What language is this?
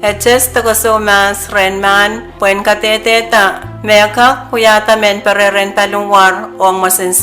Pohnpeian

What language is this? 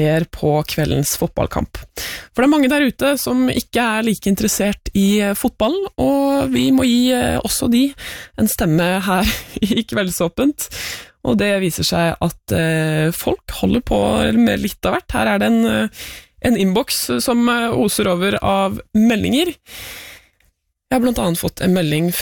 Norwegian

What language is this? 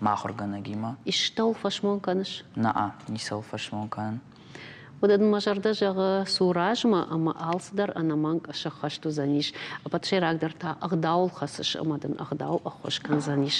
Ossetic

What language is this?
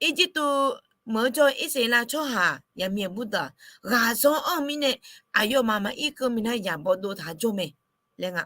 Akha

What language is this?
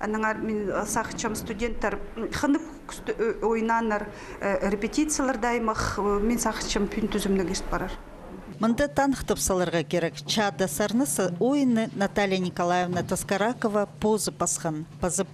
Khakas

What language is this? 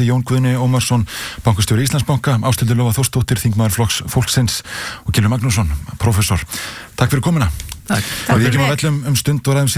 Icelandic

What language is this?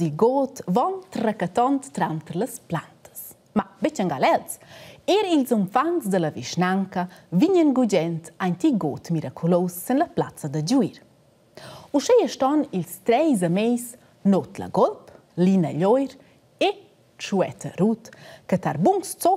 Romansh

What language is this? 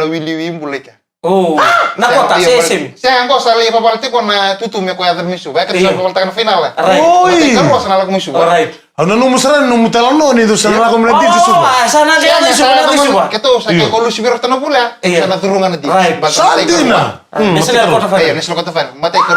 Fijian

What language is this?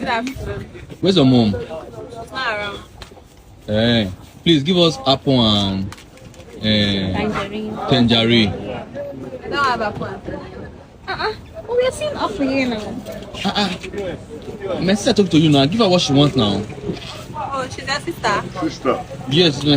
Nigerian Pidgin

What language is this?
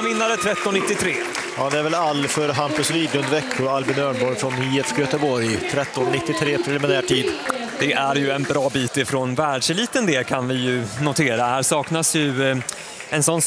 Swedish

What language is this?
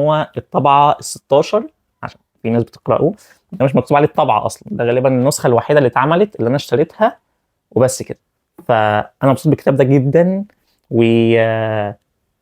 Egyptian Arabic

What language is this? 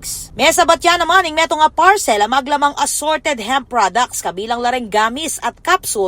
Pampanga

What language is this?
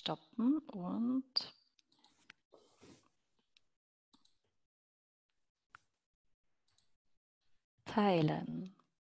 German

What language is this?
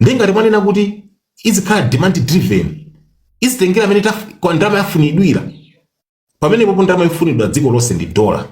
Nyanja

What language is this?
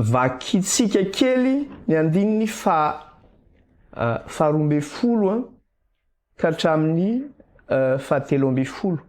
Malagasy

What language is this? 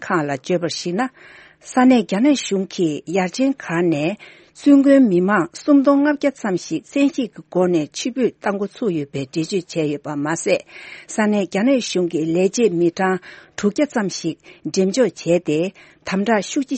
Tibetan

